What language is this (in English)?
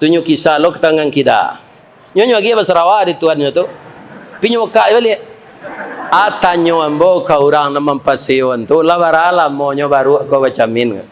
Minangkabau